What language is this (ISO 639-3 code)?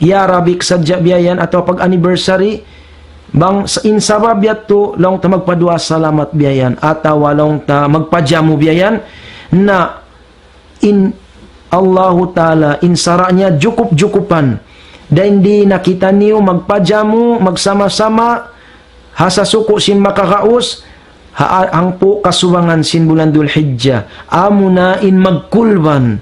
tsg